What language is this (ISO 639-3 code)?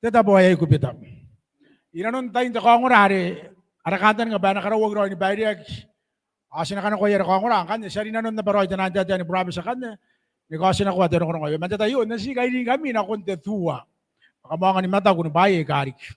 gil